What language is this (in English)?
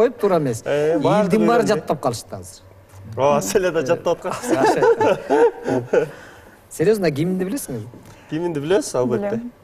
Kyrgyz